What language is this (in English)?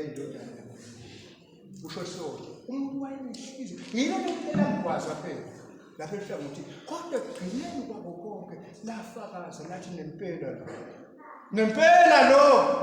Swati